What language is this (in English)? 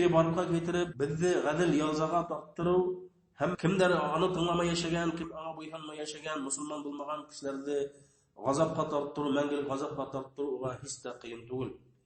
Bashkir